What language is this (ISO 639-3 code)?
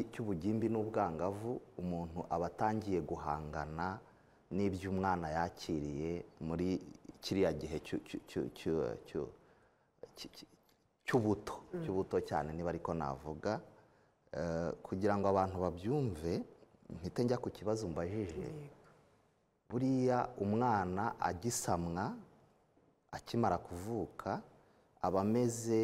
kin